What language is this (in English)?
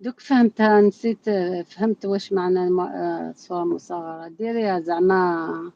Algerian Arabic